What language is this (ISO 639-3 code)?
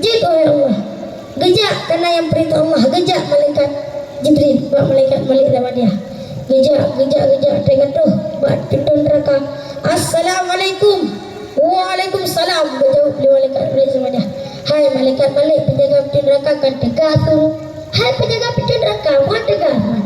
ace